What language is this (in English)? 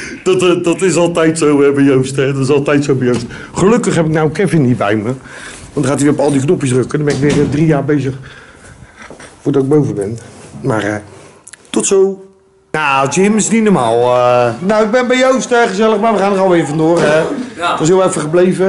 Dutch